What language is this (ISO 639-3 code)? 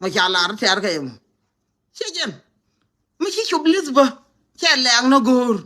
nus